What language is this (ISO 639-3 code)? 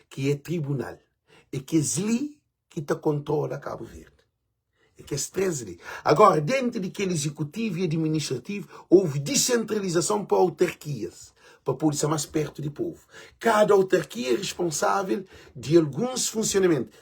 kea